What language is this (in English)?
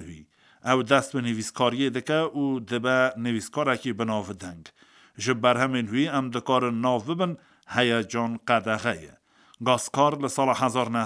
Kurdish